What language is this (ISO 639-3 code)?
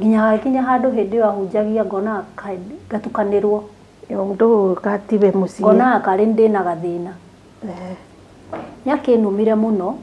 kik